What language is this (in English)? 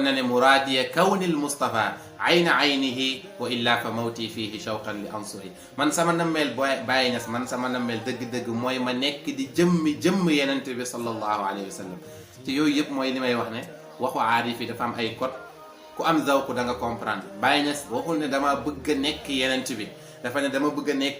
Wolof